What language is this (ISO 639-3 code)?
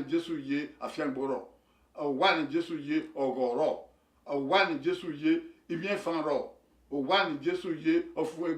bin